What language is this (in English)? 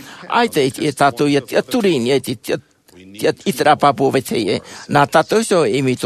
Tahitian